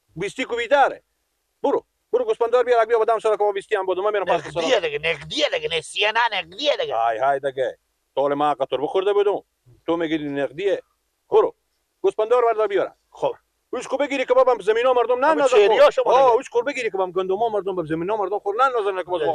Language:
Persian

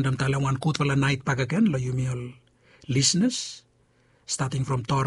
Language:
Bislama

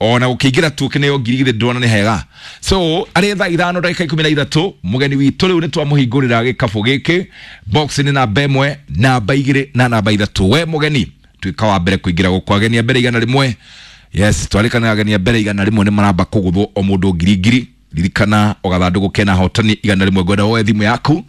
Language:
Kikuyu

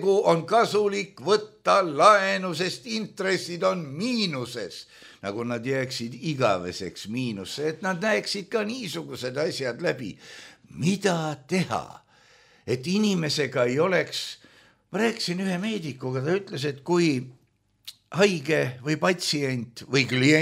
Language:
Estonian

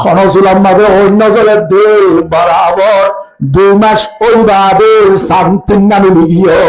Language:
Rohingya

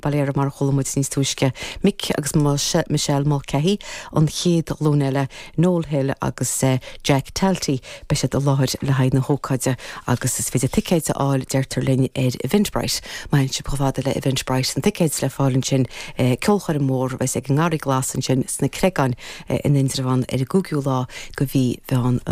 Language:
Irish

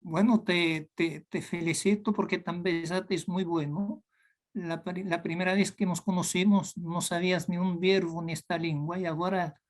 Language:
Ladino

